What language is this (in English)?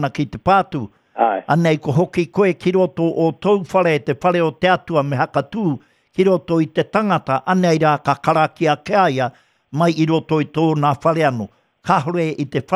Māori